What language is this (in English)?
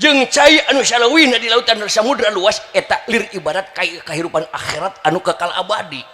Sundanese